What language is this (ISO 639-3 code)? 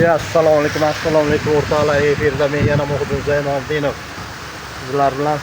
uzb